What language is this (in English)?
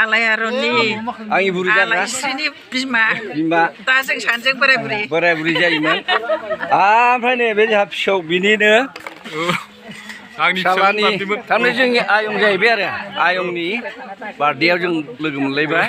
Bodo